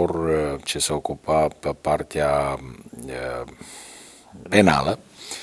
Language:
Romanian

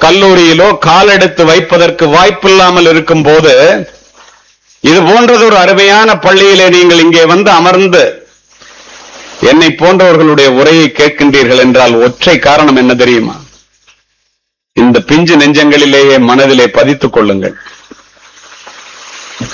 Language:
Tamil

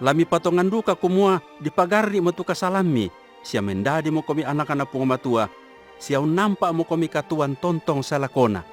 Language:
Toraja-Sa'dan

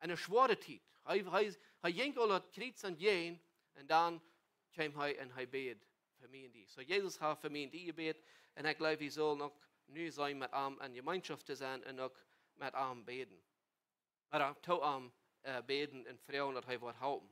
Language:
Plautdietsch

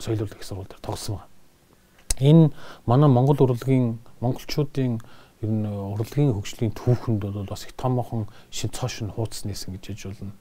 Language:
Mongolian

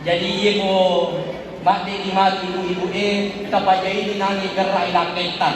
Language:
Buginese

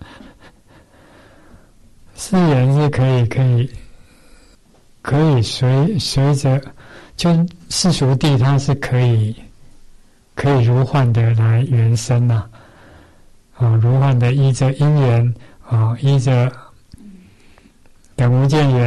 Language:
Chinese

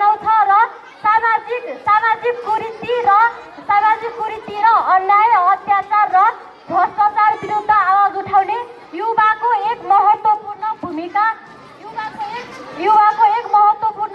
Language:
Nepali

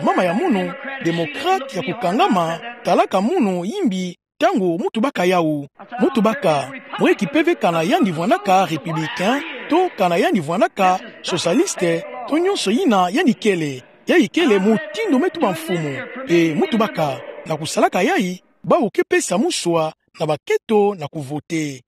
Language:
Kituba (Democratic Republic of Congo)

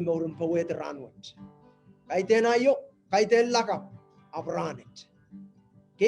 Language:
Pohnpeian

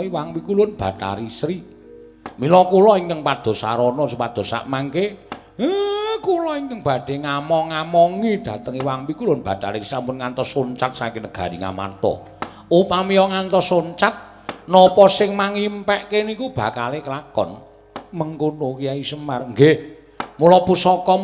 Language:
Javanese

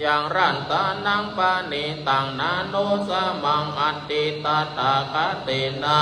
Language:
Pali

